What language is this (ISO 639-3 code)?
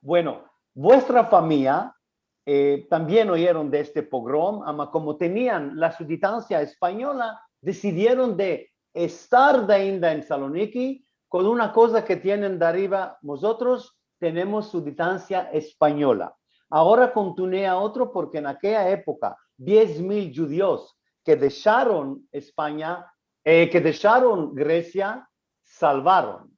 lad